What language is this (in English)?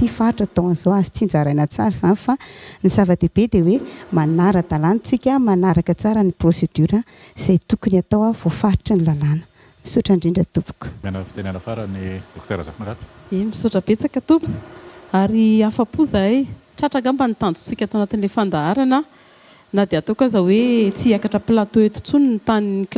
Malagasy